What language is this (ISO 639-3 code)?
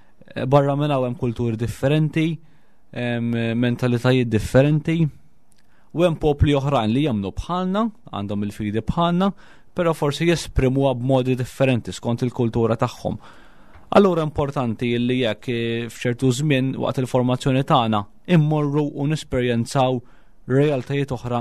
mlt